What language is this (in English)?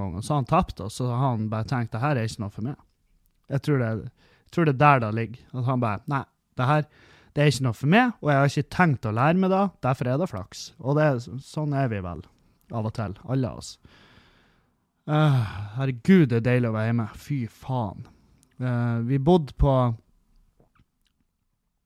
Norwegian